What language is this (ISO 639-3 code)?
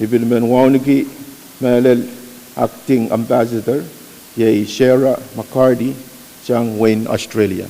pon